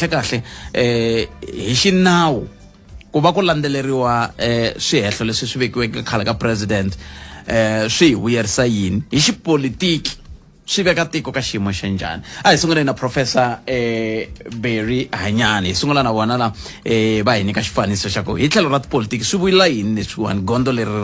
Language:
Tsonga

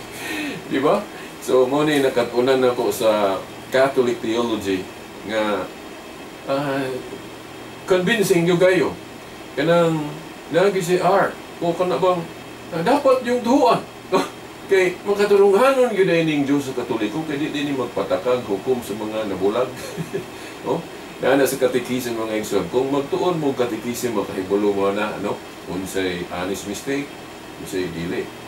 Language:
Cebuano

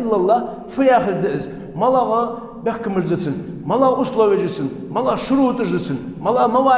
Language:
Ingush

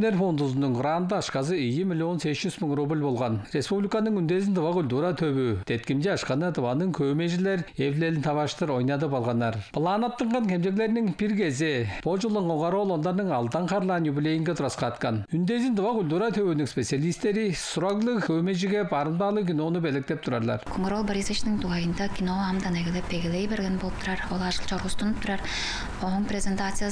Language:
Tuvinian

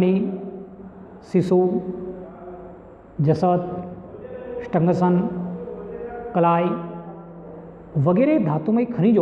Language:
Gujarati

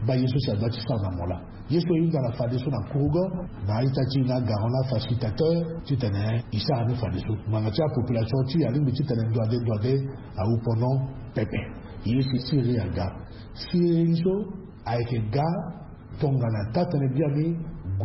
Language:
Sango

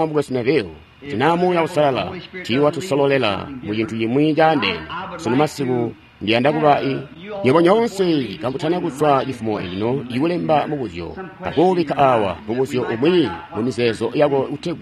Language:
Tonga (Zambia)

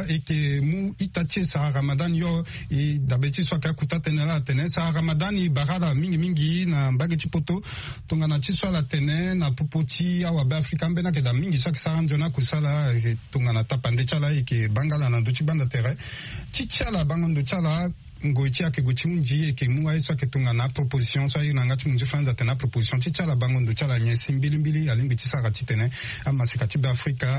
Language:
Sango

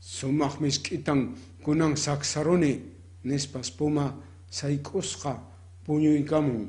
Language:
Quechua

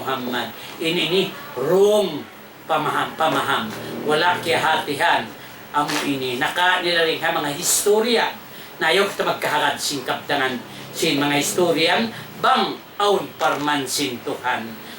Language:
Tausug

